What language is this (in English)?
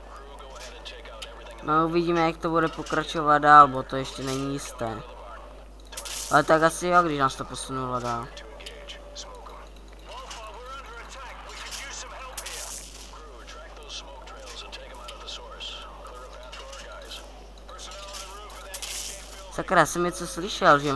Czech